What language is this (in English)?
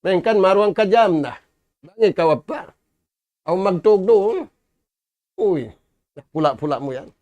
Tausug